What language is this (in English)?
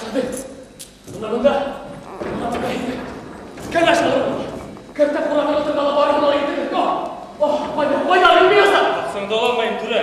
Bashkir